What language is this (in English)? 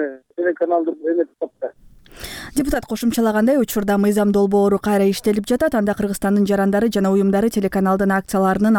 Kyrgyz